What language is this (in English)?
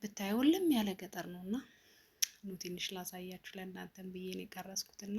Amharic